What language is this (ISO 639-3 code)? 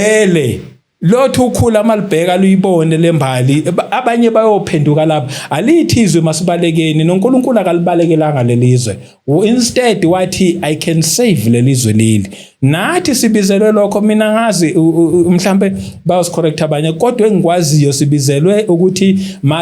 zul